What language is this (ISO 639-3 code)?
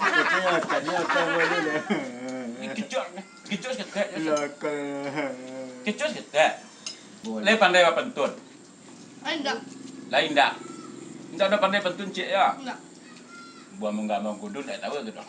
min